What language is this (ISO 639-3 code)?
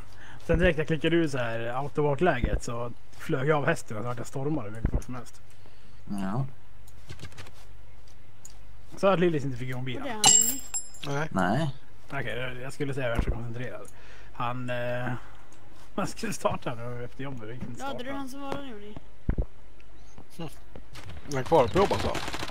swe